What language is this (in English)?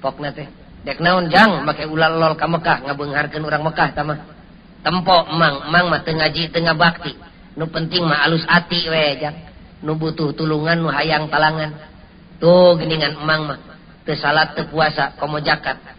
Sundanese